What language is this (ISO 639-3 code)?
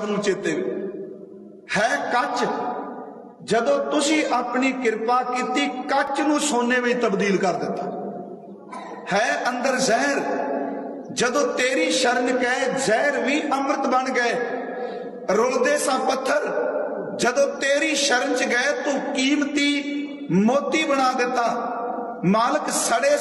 pan